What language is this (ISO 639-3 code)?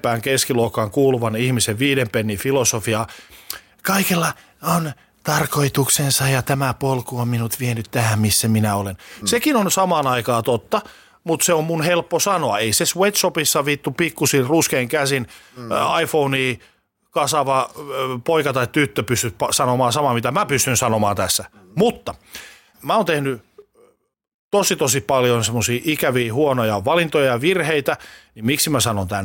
fin